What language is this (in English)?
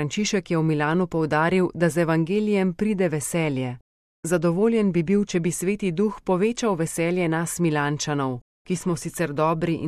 Slovenian